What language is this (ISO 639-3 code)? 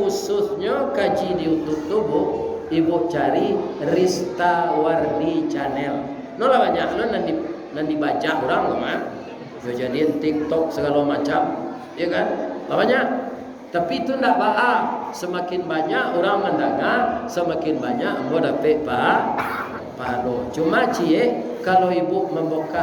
min